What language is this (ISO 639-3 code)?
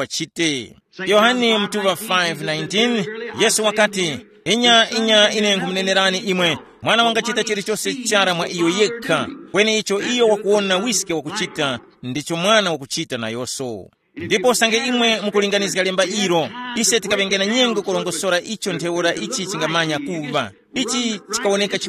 tum